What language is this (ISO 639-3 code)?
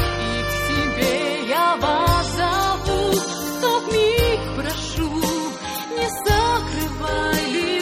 rus